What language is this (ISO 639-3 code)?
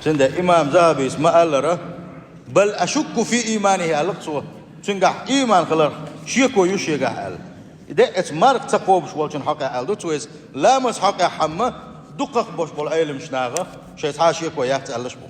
che